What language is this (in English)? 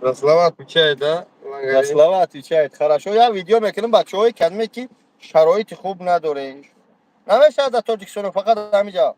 Tajik